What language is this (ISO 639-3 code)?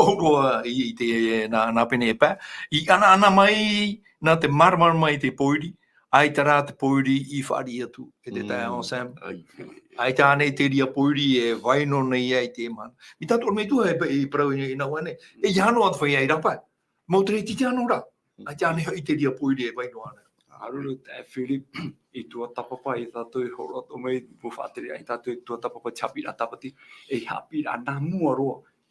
tah